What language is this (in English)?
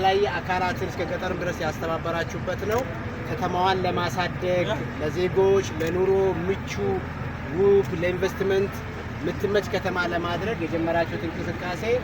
Amharic